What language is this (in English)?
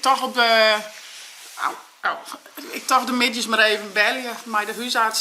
Western Frisian